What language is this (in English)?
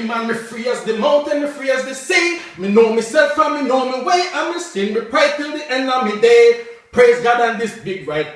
Jamaican Creole English